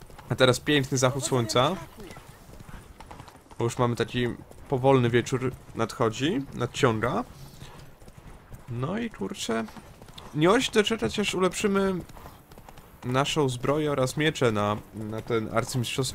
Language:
Polish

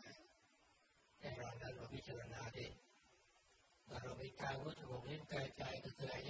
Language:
Thai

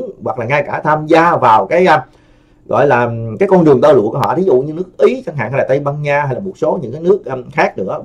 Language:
Vietnamese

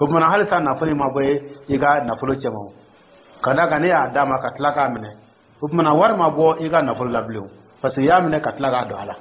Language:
Dyula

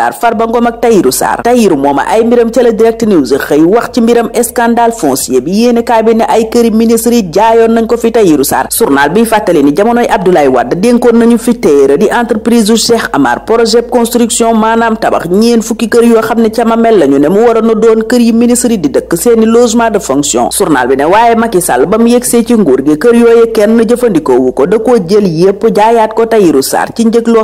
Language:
Wolof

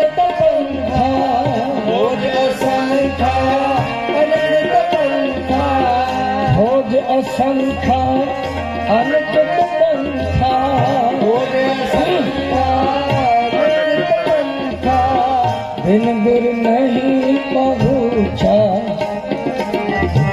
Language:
Hindi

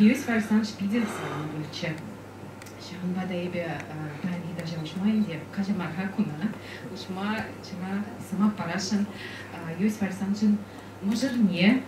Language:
Chuvash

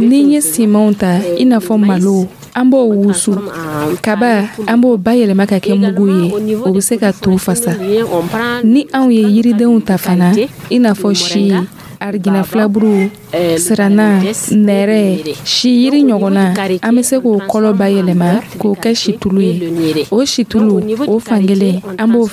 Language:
Dyula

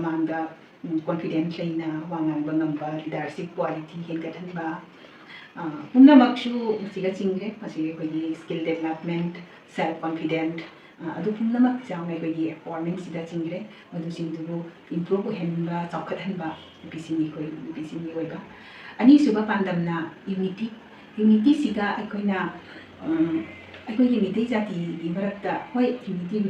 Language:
Manipuri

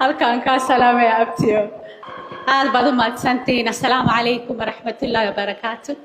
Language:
Somali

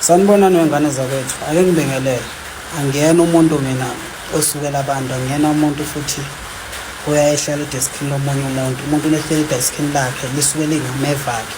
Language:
Zulu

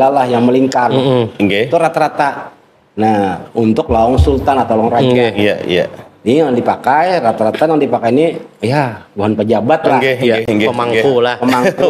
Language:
Banjar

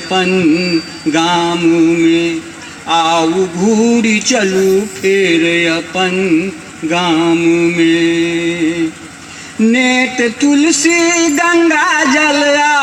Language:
Maithili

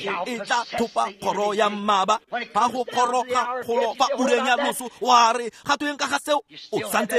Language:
Tswana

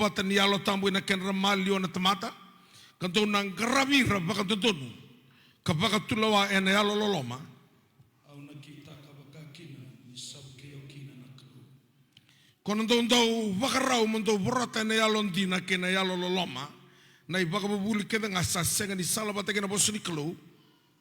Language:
Fijian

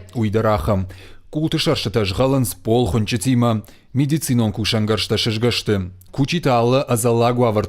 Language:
Ossetic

